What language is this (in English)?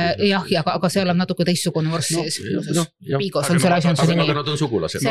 Estonian